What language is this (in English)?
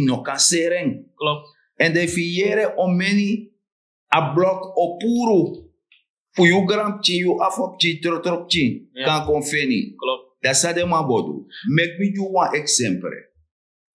Sranan Tongo